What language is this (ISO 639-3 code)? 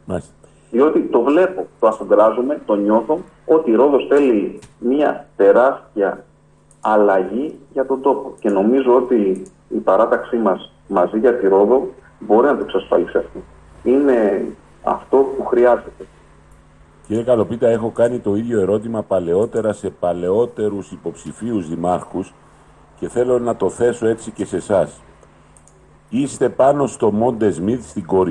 ell